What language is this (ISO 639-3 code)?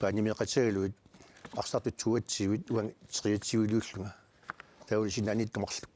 kal